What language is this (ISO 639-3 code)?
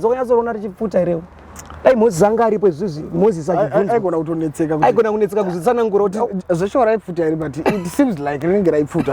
sna